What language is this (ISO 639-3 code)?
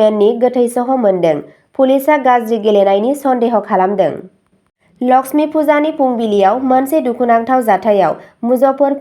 brx